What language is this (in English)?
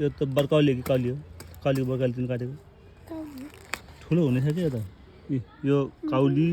Nepali